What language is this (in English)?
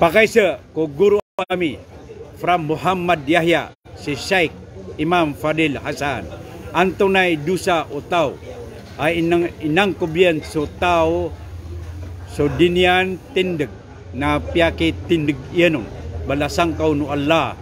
Maranao